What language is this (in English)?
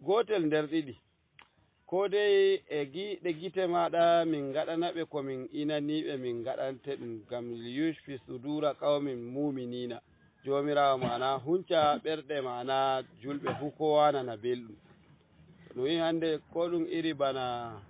Fula